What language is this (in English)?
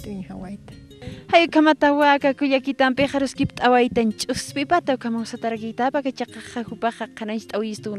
Aymara